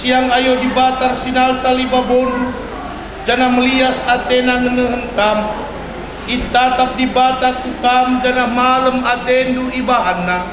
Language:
Batak Karo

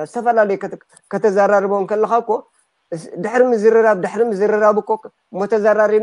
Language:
Tigrinya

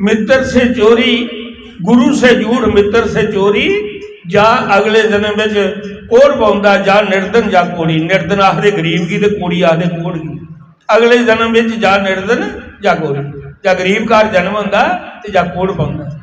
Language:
Dogri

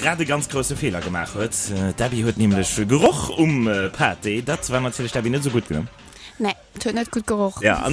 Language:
Luxembourgish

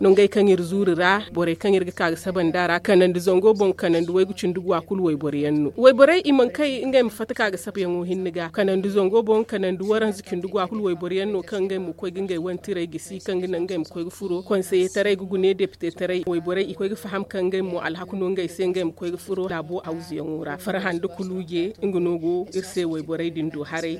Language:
Zarma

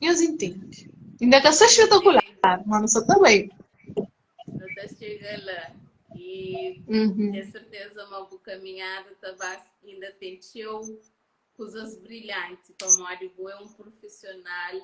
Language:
Kabuverdianu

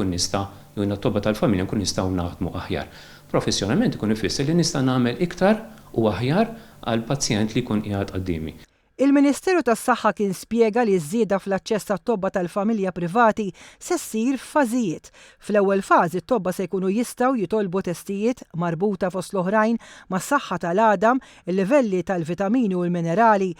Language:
Maltese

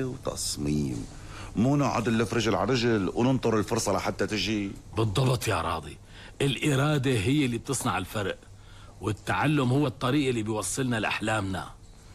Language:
North Levantine Arabic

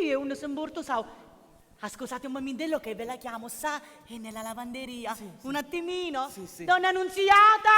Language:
Sicilian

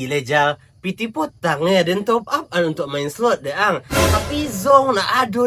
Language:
Minangkabau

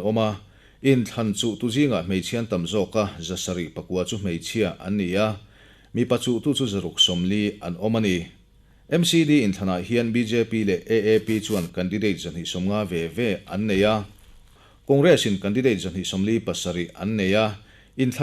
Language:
Mizo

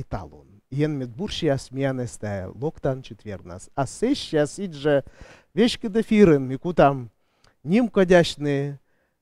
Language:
Komi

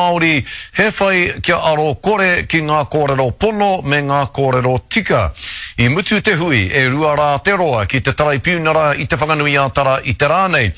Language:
Māori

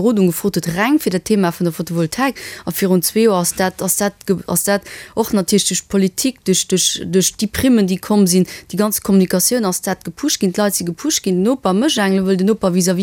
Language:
Luxembourgish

